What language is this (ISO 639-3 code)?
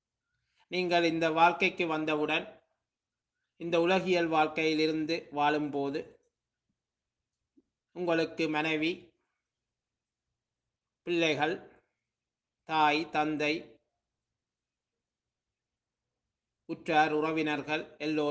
tam